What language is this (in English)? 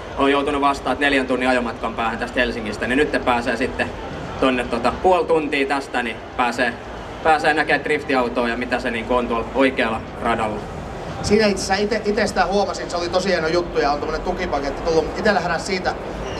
Finnish